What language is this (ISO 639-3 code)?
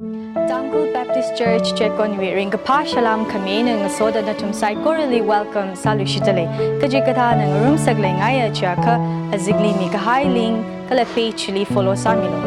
nmf